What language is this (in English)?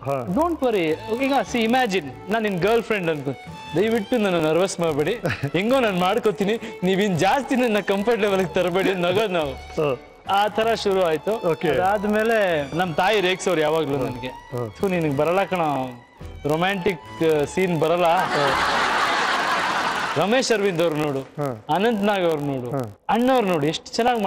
Kannada